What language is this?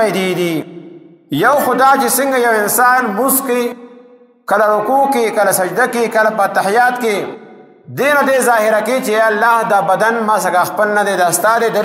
Pashto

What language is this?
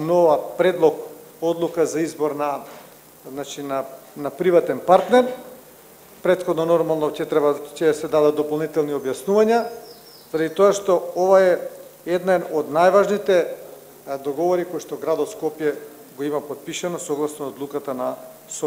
Macedonian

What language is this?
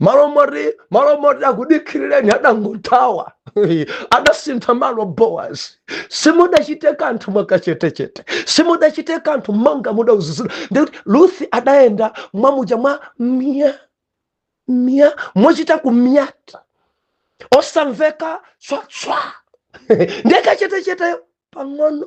Nyanja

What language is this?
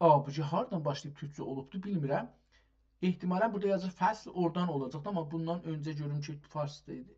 South Azerbaijani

